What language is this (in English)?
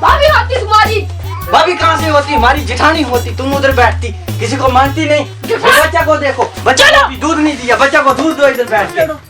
Dogri